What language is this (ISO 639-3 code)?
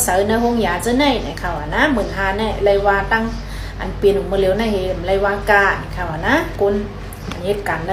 shn